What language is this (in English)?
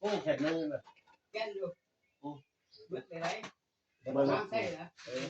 Northeastern Thai